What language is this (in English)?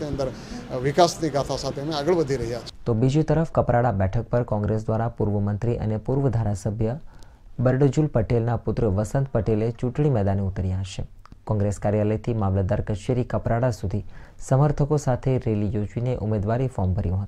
Gujarati